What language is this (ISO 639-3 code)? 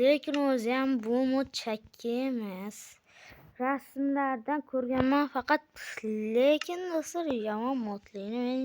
uzb